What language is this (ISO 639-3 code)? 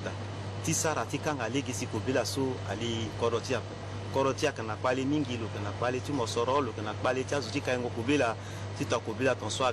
sag